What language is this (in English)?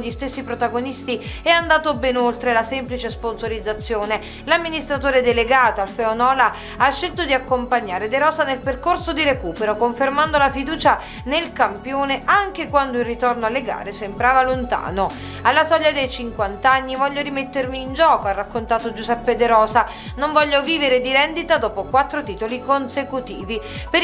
Italian